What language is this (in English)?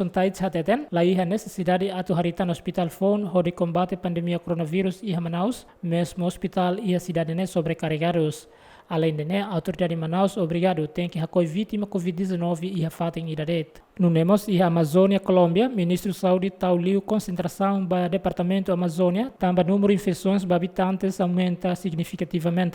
Tetum